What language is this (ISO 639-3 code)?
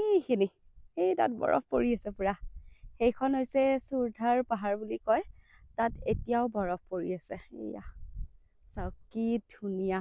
asm